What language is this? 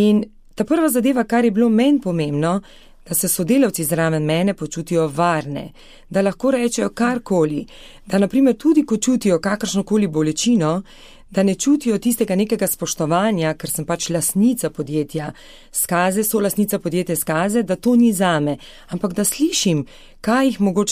Slovenian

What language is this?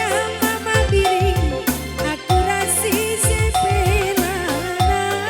Batak Karo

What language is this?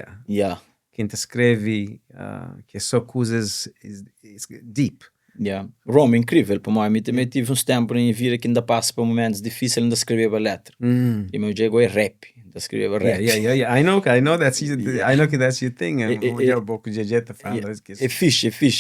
Kabuverdianu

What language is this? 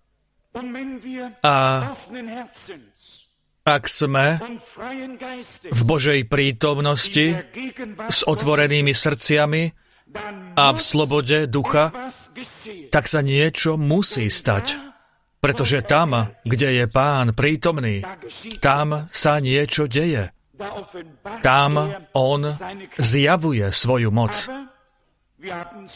Slovak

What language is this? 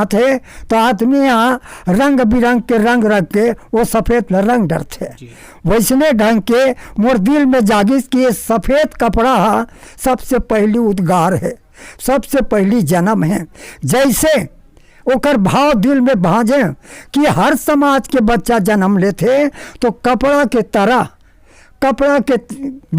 Chhattisgarhi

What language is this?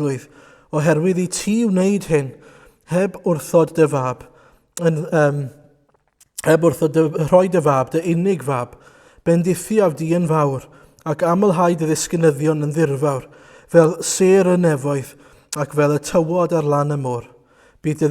Welsh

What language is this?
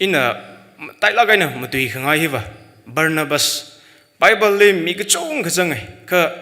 Tangkhul Naga (India)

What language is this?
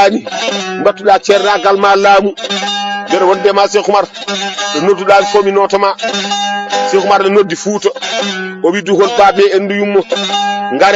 Fula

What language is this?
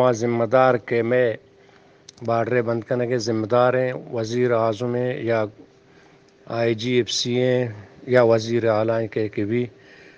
Eastern Balochi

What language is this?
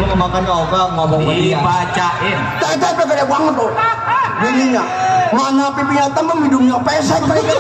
Betawi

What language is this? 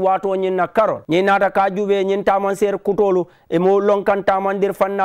Mandingo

